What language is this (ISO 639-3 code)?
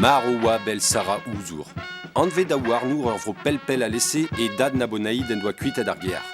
bre